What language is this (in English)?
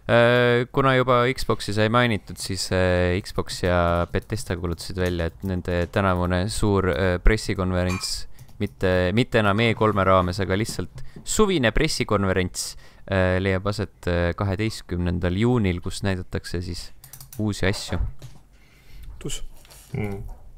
Estonian